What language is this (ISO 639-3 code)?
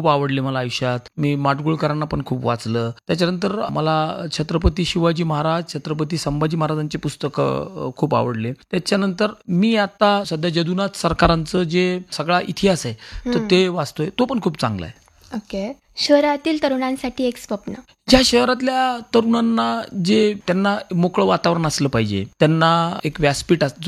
mar